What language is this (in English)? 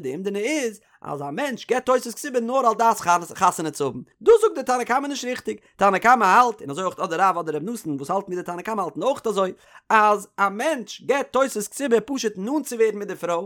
Yiddish